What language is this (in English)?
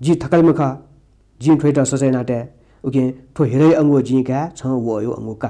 Newari